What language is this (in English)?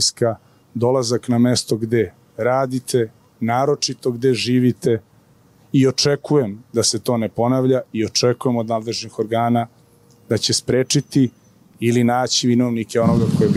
Serbian